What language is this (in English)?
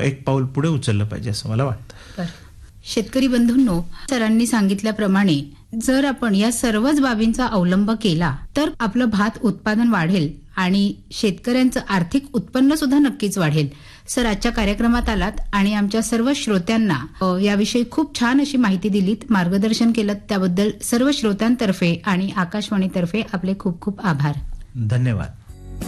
Marathi